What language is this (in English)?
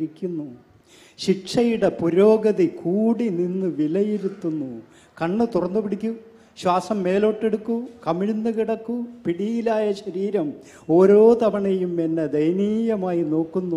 Malayalam